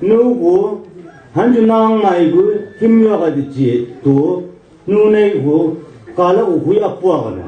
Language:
Chang Naga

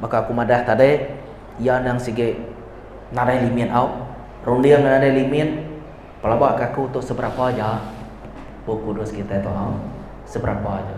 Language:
Iban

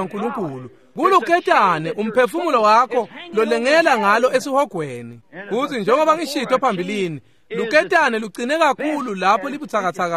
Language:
Swati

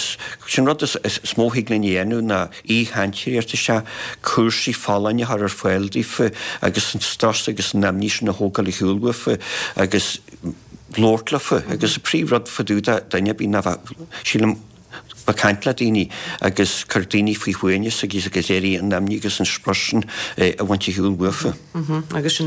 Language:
Irish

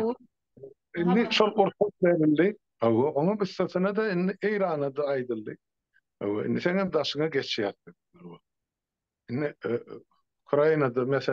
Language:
Turkmen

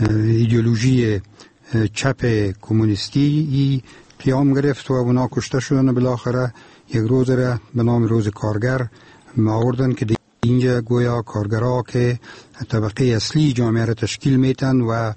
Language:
Persian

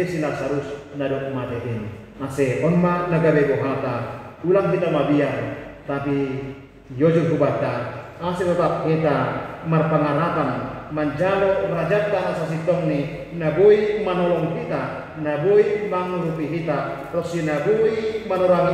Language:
Batak Simalungun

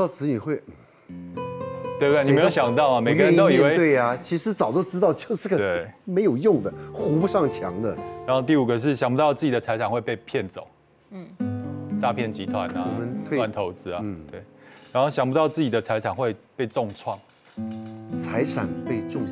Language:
Chinese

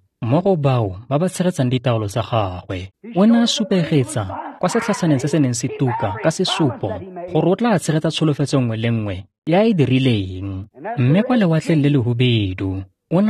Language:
Tswana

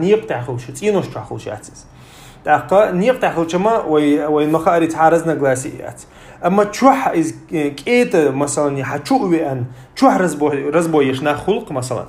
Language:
Chechen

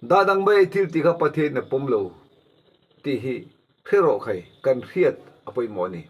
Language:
Mizo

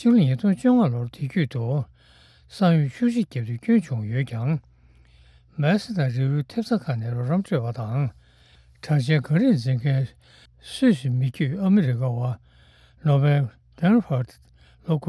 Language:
Tibetan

